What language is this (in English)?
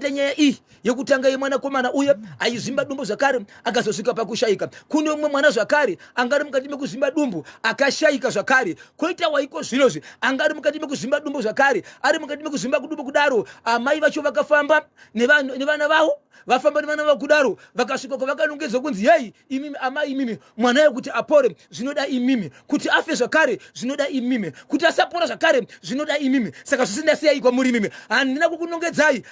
Shona